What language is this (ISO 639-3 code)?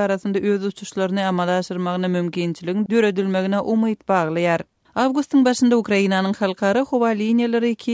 tuk